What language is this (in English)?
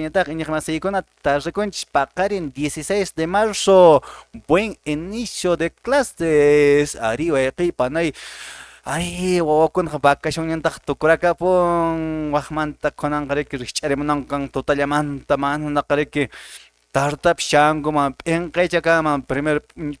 Quechua